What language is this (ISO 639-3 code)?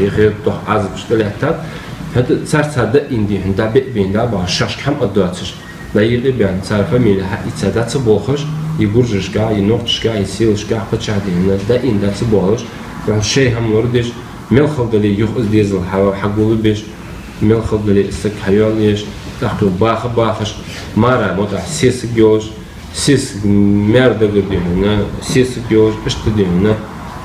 inh